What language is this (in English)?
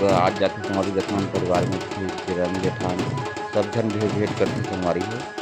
Chhattisgarhi